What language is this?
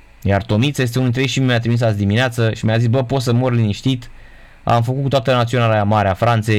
Romanian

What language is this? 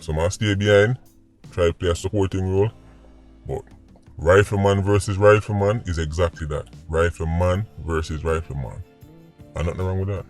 Jamaican Creole English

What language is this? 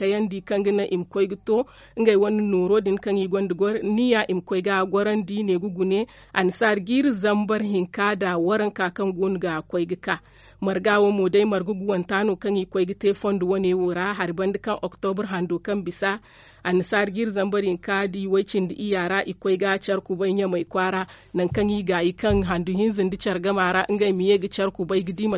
Zarma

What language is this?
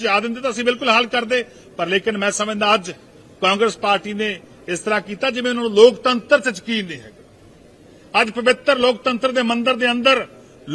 Punjabi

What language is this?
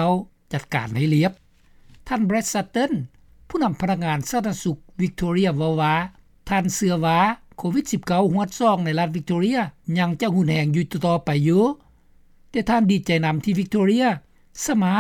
Lao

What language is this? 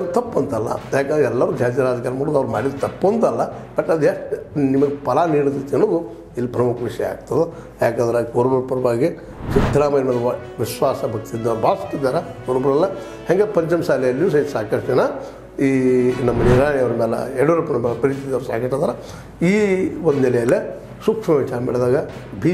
Kannada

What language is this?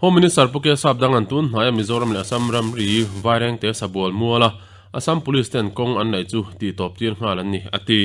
Mizo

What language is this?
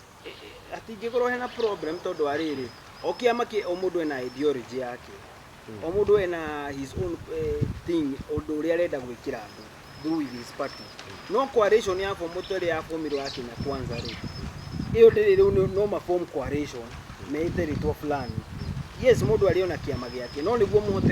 Kikuyu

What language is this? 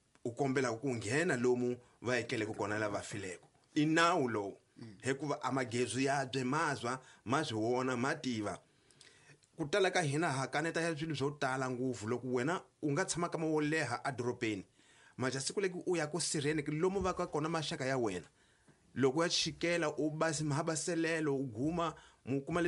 Tsonga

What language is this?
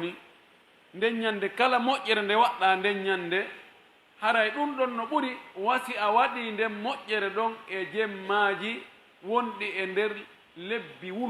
Pular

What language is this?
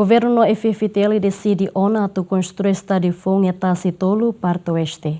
Tetum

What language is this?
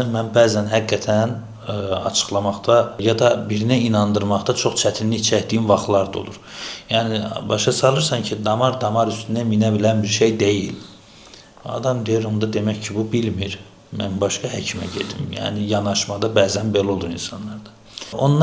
Azerbaijani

